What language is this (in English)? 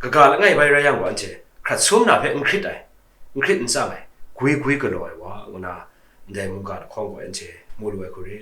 Kachin